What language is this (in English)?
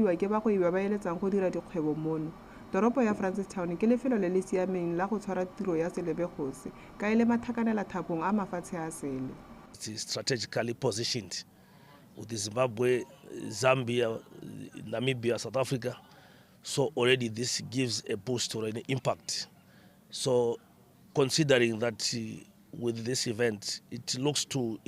Tswana